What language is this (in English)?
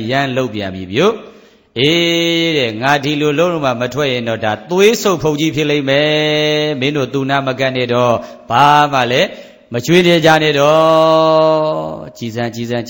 Burmese